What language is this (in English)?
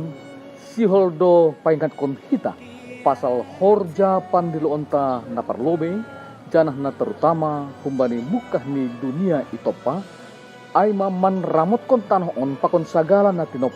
Batak Simalungun